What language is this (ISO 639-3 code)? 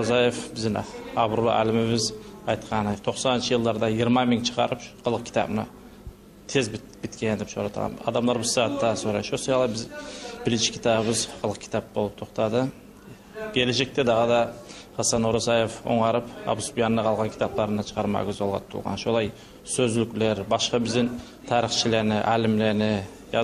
kum